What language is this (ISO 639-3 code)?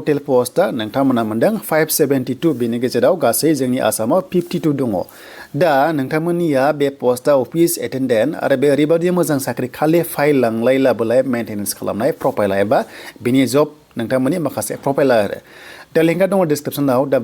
brx